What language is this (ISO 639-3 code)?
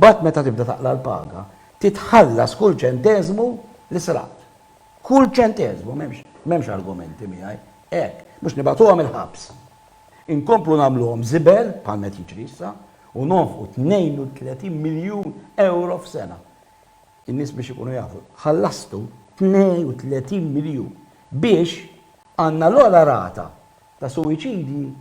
mlt